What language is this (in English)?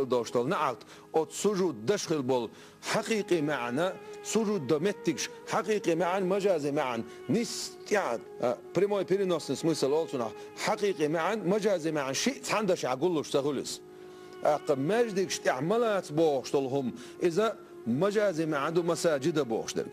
Chechen